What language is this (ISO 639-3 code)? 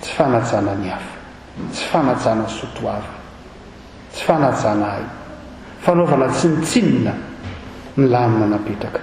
mlg